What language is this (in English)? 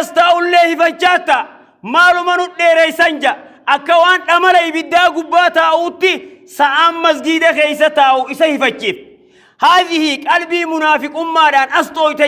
Oromo